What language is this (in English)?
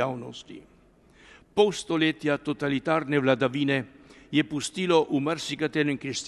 Slovenian